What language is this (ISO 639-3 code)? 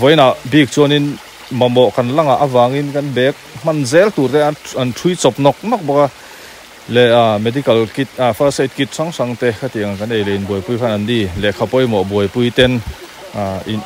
lus